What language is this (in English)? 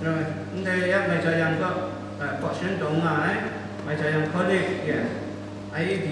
Kachin